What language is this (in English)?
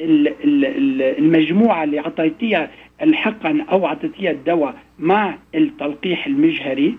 North Levantine Arabic